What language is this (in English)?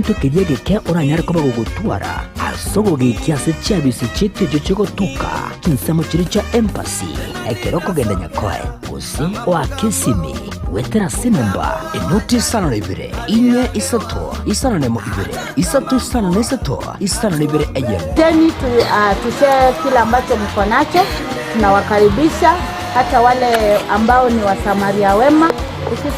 Gusii